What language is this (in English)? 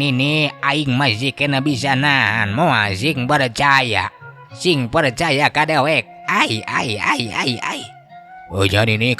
Sundanese